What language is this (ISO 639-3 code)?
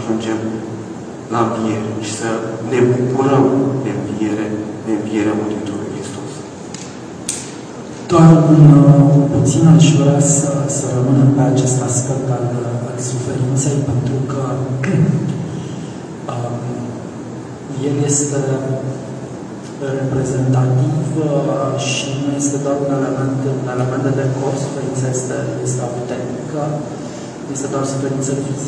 ron